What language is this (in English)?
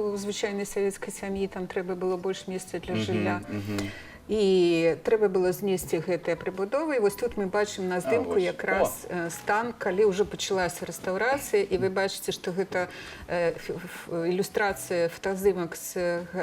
Belarusian